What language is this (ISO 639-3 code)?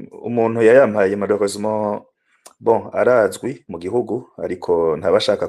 run